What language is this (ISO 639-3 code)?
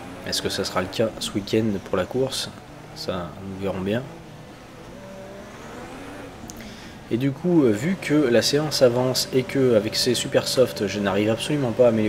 fra